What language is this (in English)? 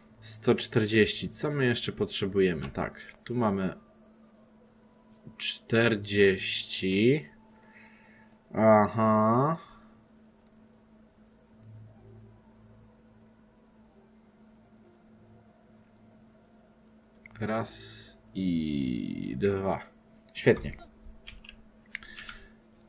Polish